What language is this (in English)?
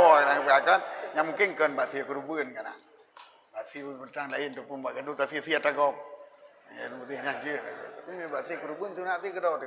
Achinese